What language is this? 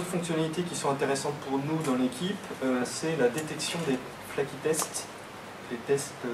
French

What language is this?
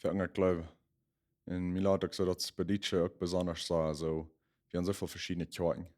Plautdietsch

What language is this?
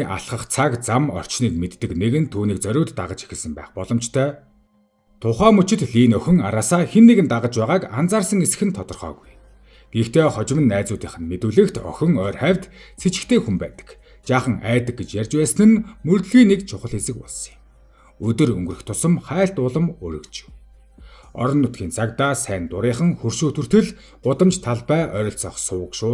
Mongolian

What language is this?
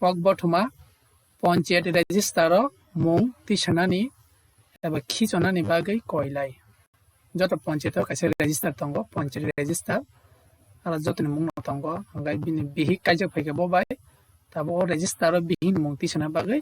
Kok Borok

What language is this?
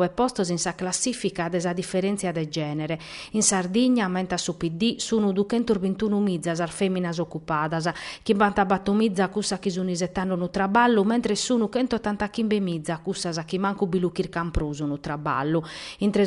Sardinian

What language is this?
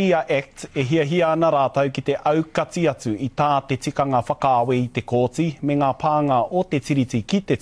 Māori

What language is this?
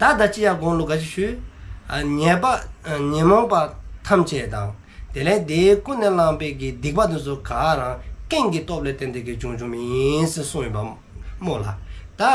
Dzongkha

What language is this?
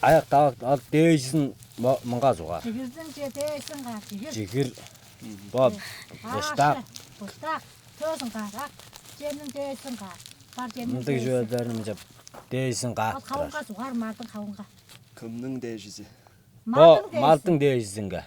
Tuvinian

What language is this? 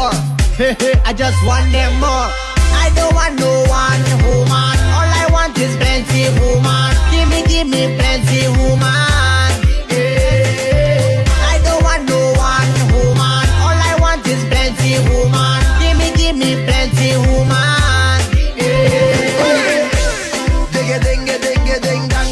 English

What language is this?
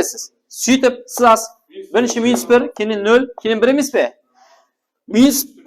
Kara-Kalpak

